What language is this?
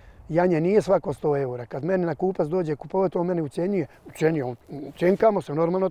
Bosnian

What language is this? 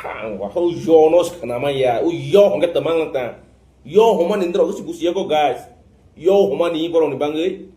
Kok Borok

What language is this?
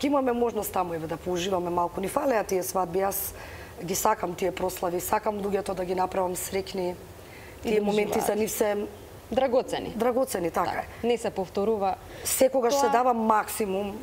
Macedonian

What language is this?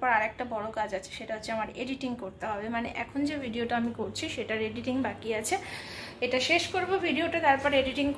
Bangla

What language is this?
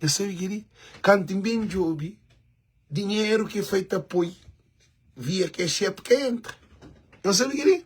Kabuverdianu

